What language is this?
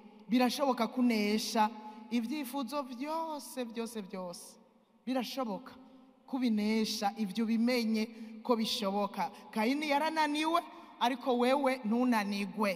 Rundi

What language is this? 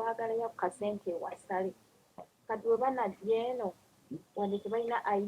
Ganda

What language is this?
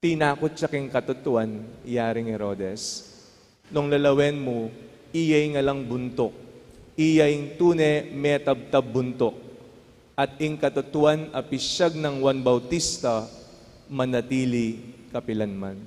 Pampanga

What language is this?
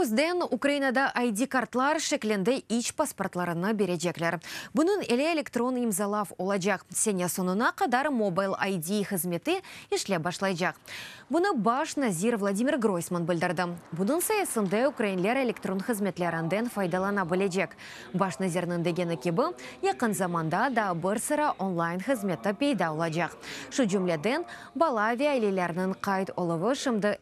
Crimean Tatar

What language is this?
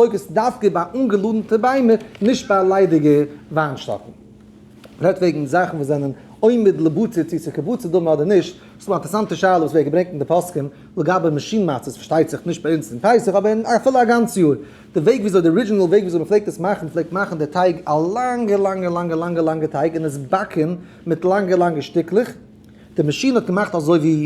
Yiddish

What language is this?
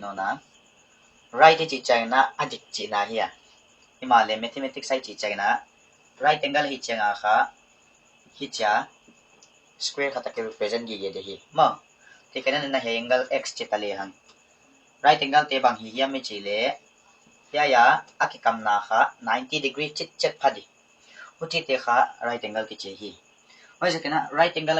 Paite Chin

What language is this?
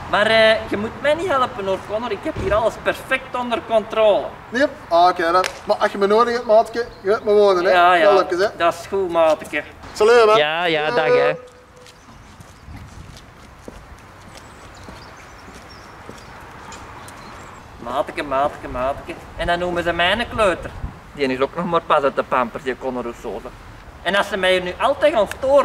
Dutch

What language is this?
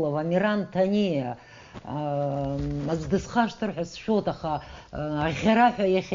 Abkhazian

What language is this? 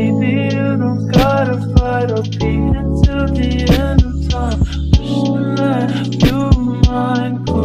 English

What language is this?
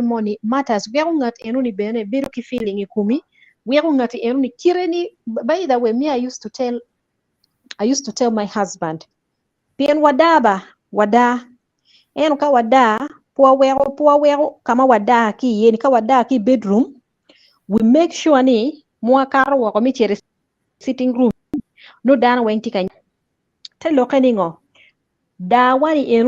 Acoli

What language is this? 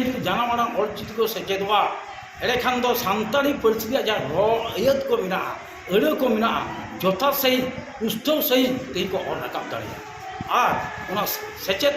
Santali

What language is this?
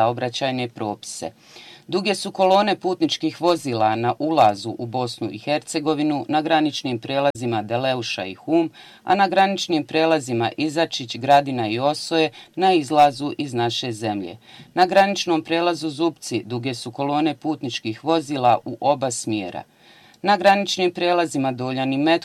Bosnian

